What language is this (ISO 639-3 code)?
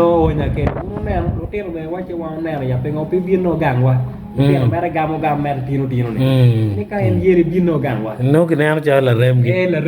ach